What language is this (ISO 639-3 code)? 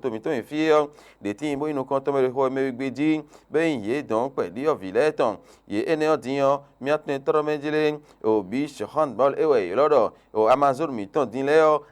fon